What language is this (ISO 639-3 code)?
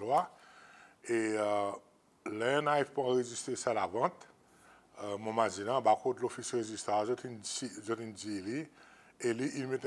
crs